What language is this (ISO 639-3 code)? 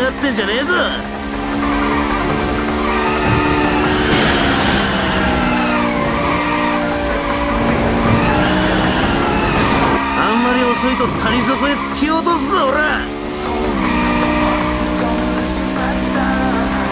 jpn